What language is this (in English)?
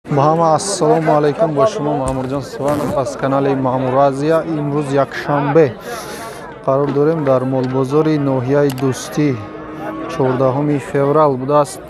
Tajik